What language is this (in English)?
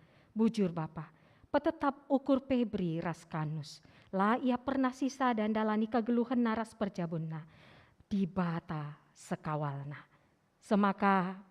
Batak Karo